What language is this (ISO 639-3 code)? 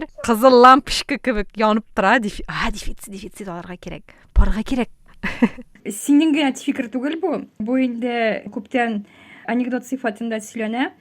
tat